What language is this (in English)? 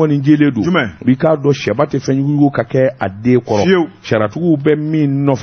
Bambara